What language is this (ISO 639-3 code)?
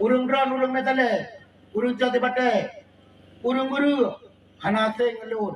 ace